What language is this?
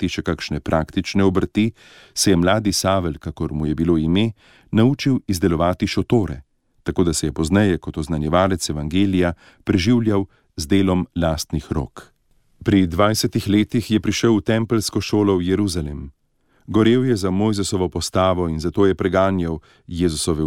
Slovenian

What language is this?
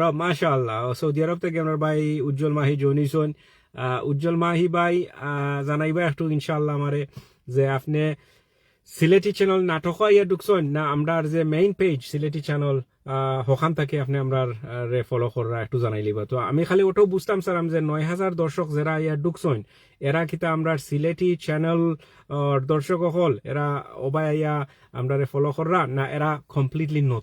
Sylheti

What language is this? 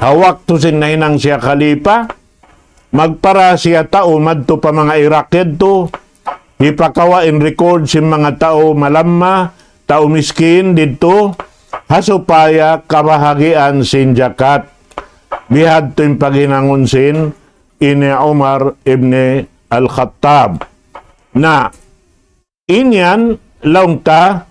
Tausug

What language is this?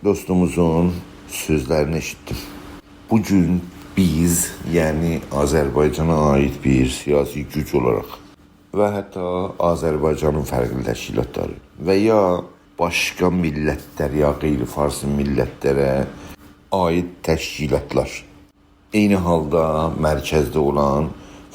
South Azerbaijani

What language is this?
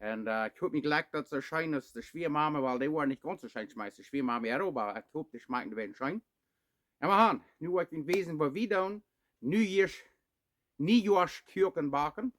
Plautdietsch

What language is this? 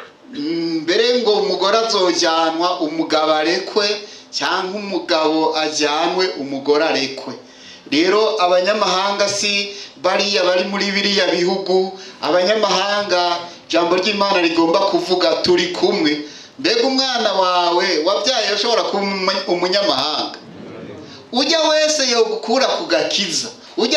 Rundi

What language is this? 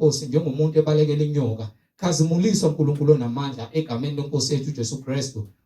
Zulu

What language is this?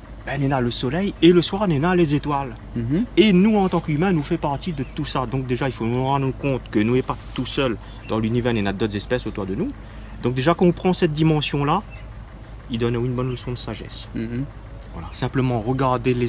Réunion Creole French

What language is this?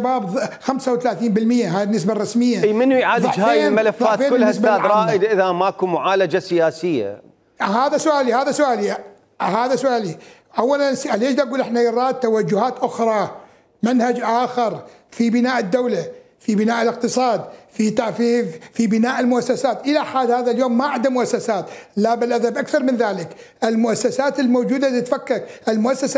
Mesopotamian Arabic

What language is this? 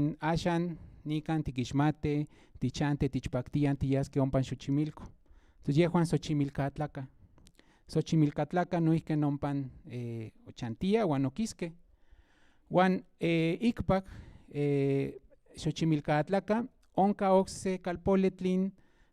Central Nahuatl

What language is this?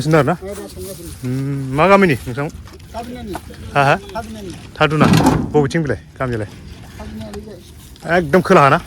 Bodo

